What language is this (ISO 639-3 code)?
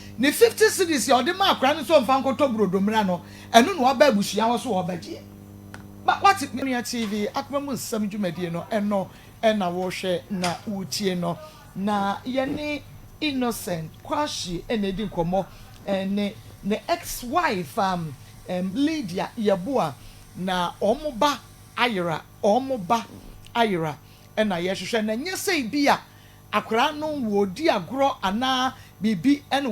aka